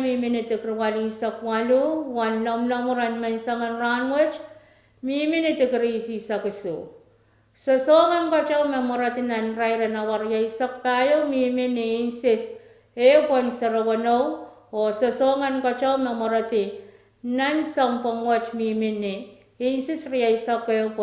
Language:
Pohnpeian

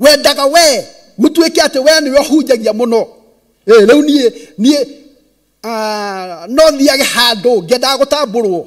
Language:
Kikuyu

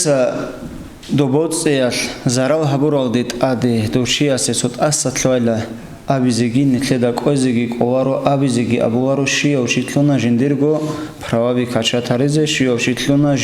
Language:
Avaric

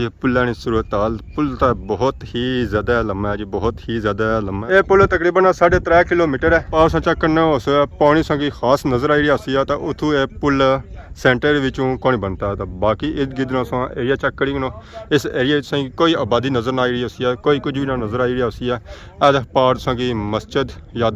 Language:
Pahari-Potwari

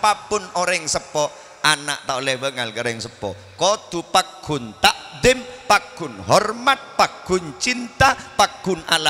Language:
Madurese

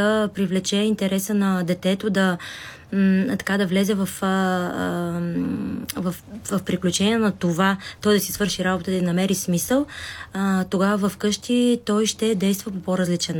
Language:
Bulgarian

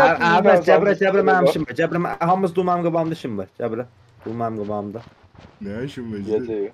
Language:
South Azerbaijani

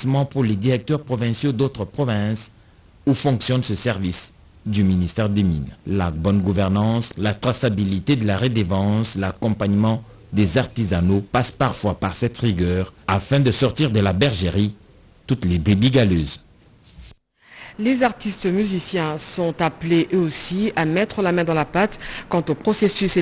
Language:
French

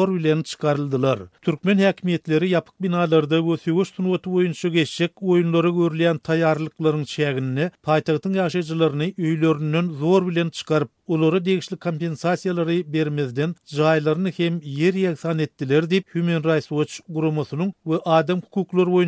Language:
Turkmen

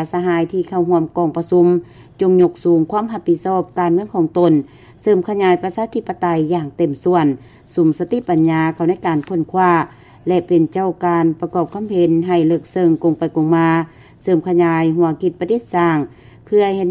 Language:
Lao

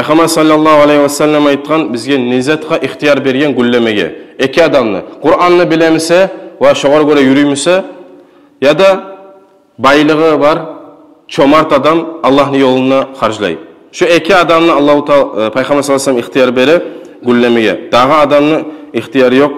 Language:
Kumyk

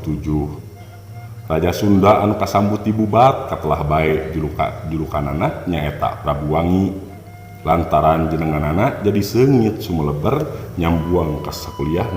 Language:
Sundanese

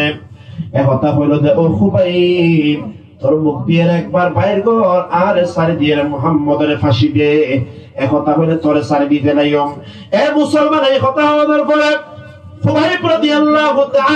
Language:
Rohingya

